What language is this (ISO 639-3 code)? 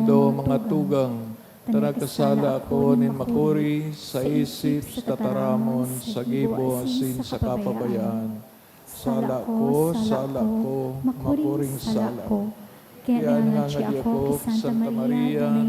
bik